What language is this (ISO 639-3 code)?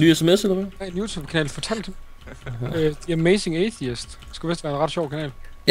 dan